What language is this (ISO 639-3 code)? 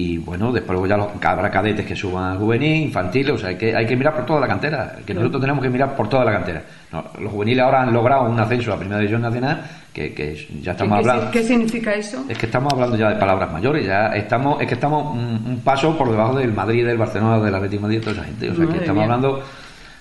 spa